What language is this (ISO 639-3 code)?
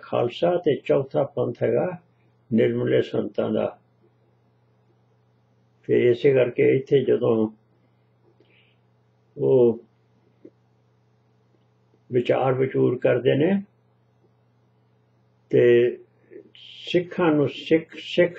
pan